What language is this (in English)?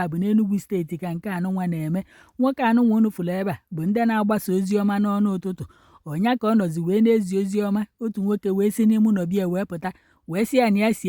Igbo